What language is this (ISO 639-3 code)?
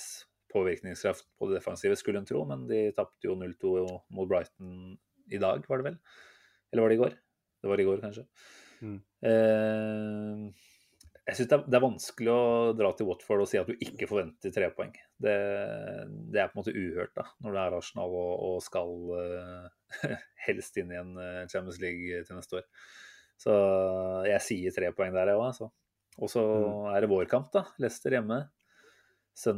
nor